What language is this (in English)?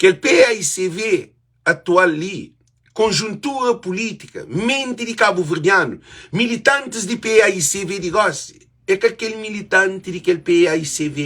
Kabuverdianu